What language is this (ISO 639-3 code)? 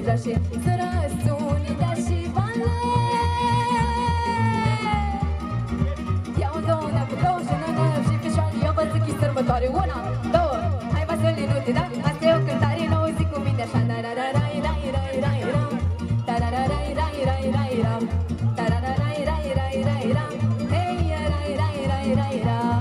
ron